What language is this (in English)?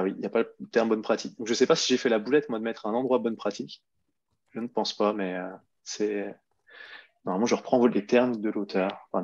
French